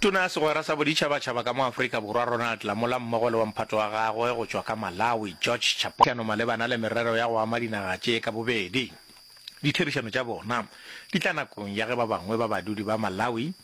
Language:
Northern Sotho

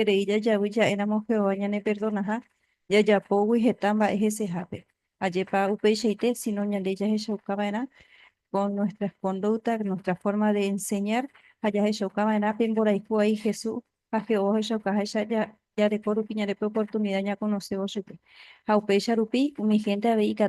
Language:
Guarani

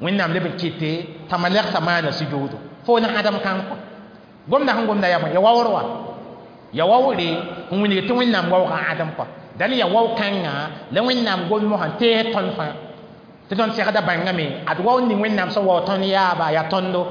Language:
Mossi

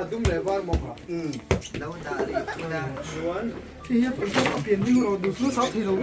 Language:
Mizo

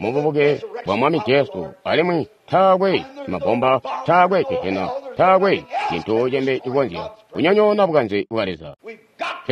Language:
Tonga (Zambia)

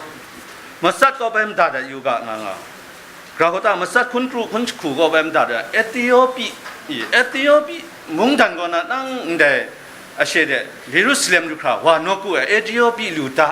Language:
Kachin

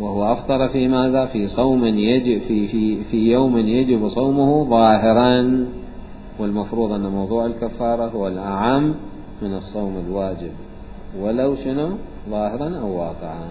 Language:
Mesopotamian Arabic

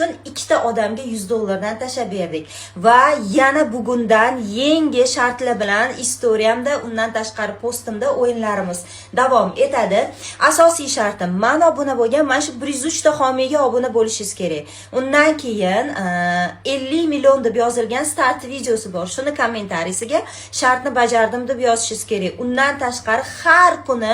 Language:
Uzbek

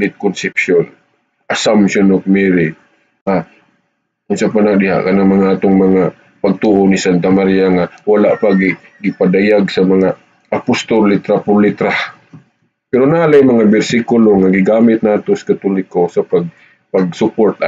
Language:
Cebuano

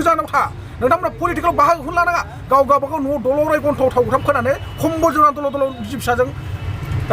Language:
Bodo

